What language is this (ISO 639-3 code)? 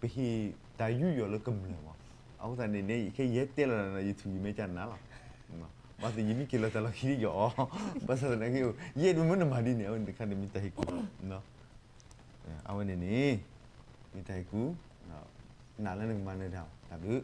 ksw